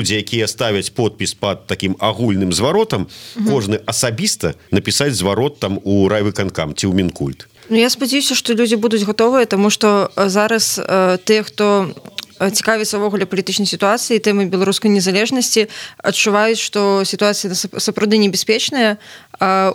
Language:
Belarusian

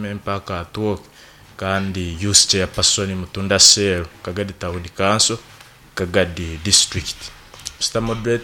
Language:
Nyankole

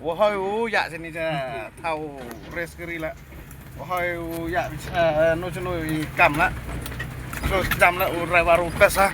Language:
Khasi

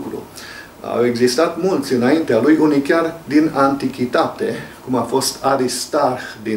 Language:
Romanian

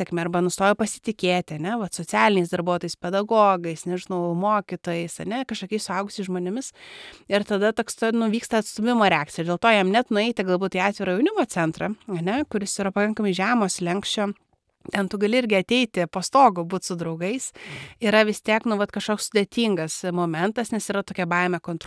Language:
Lithuanian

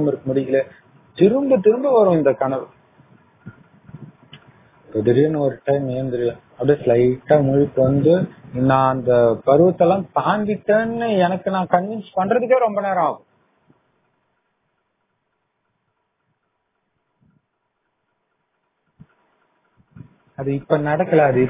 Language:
Tamil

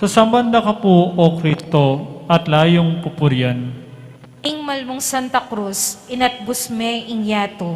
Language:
Pampanga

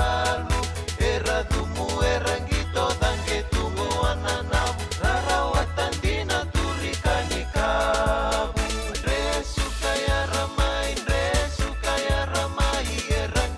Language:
Fijian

